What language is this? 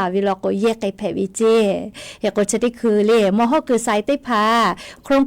Lahu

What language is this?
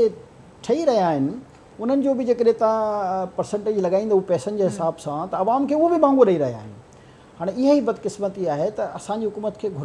Sindhi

